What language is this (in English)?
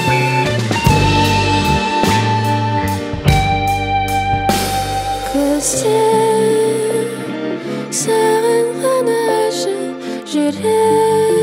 Kazakh